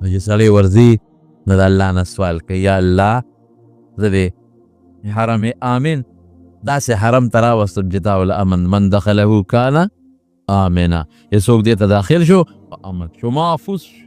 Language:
Pashto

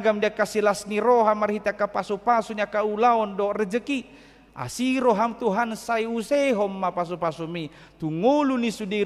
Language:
Batak Toba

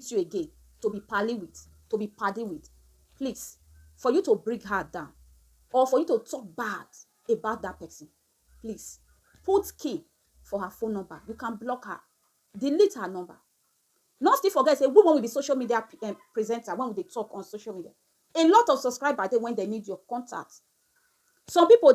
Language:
Nigerian Pidgin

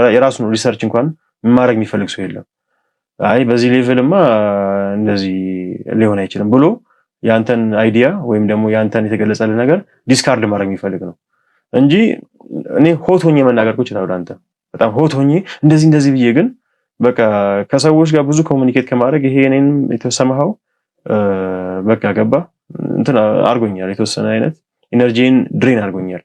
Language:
Amharic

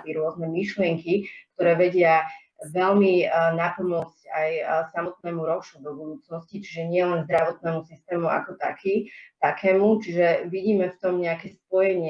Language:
Slovak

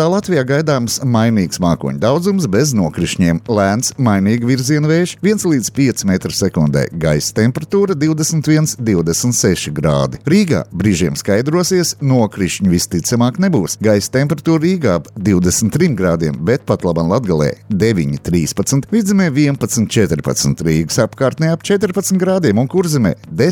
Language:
Latvian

